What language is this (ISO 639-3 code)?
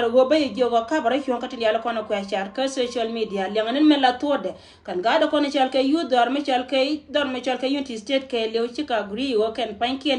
nus